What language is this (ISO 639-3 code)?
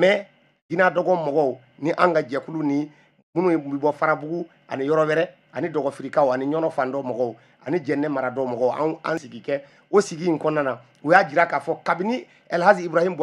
bam